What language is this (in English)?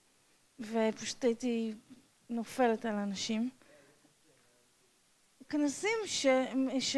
Hebrew